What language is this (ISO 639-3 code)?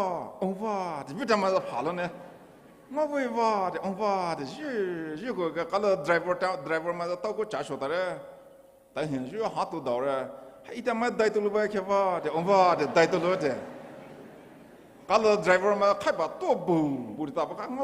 pmx